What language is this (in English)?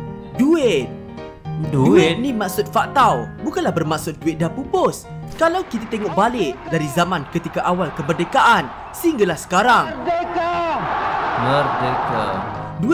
Malay